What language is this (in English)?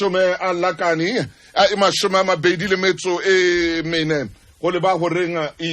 Southern Sotho